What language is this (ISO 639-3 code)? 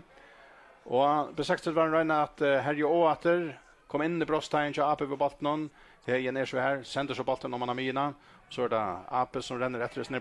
fao